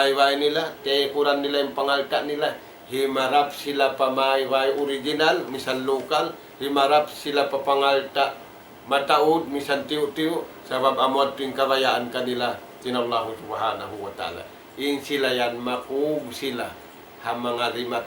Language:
Tausug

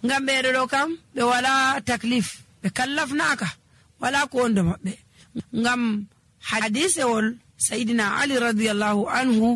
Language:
Nigerian Fulfulde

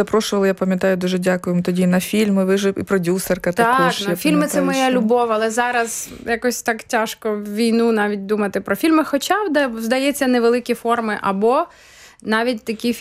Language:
Ukrainian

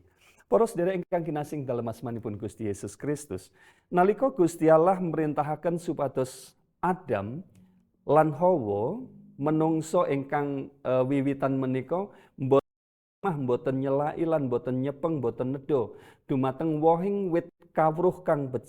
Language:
Javanese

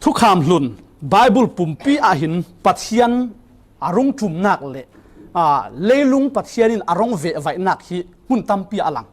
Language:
Falam Chin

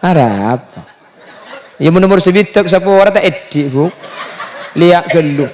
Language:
Madurese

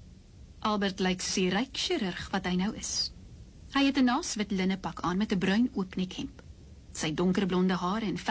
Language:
Afrikaans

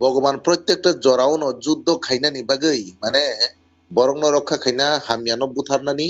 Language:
Kok Borok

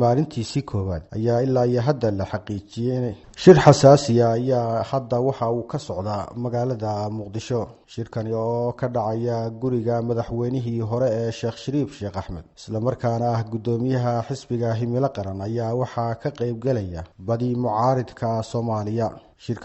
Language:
Somali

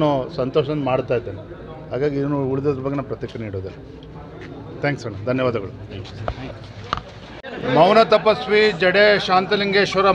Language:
Kannada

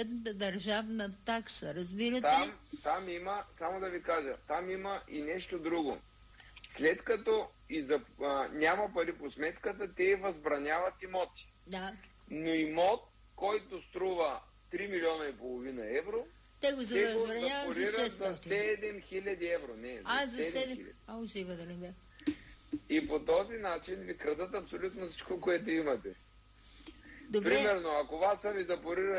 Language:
Bulgarian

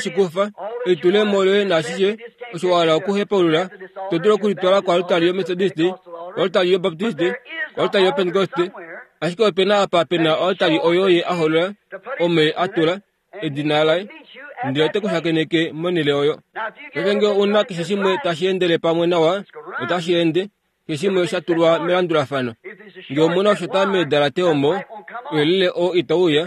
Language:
Kuanyama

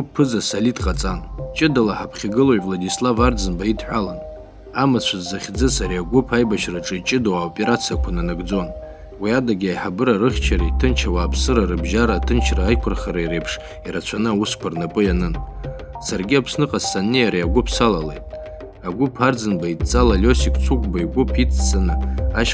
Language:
Abkhazian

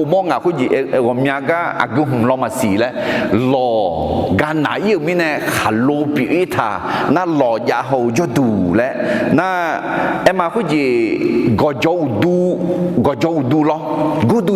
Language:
Akha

